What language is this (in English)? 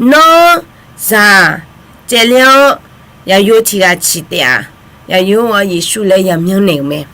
Akha